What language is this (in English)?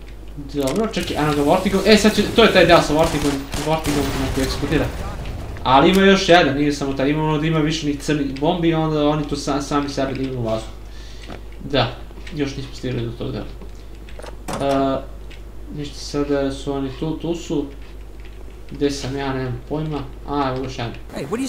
Serbian